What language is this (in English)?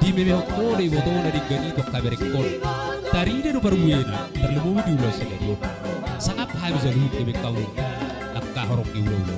Batak Toba